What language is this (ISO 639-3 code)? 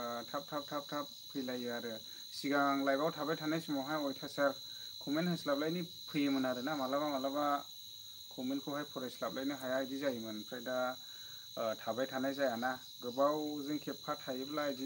brx